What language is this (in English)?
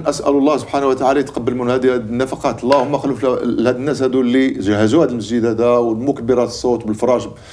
Moroccan Arabic